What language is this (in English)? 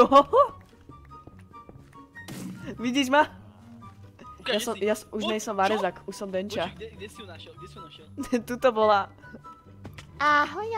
Slovak